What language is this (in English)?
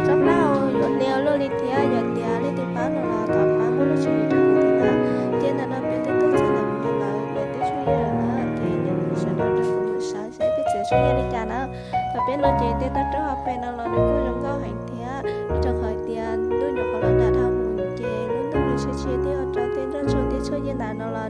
Hmong